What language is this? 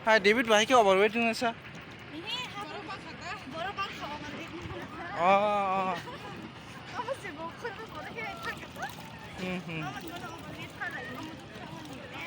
Kok Borok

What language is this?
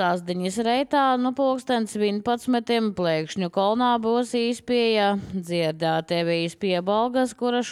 Latvian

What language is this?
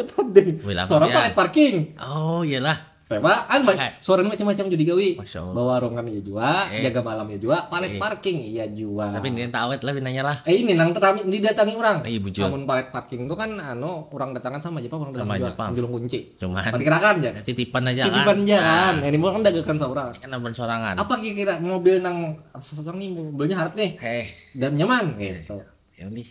Banjar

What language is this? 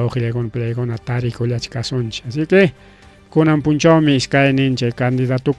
Ayacucho Quechua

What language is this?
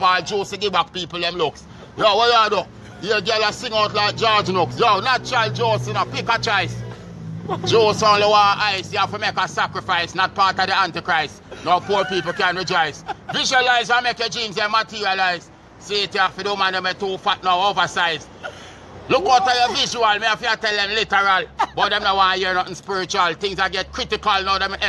Jamaican Creole English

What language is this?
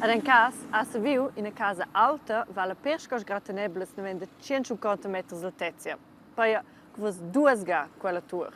Romansh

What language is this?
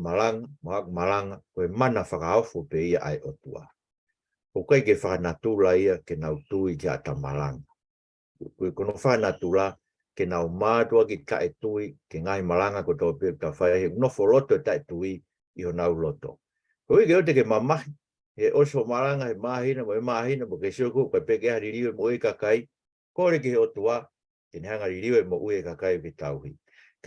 Tongan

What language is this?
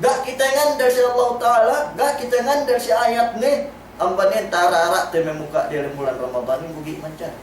Yakan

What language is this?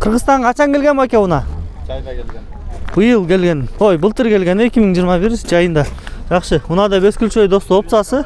Kyrgyz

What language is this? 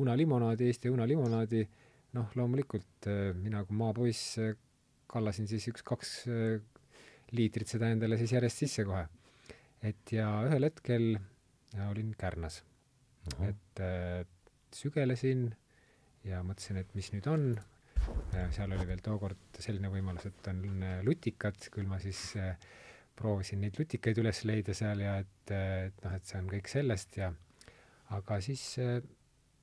Estonian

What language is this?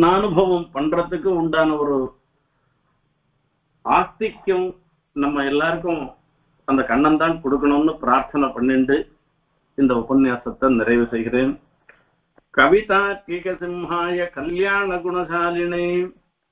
Tamil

